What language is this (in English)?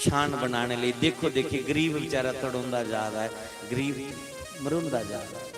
Dogri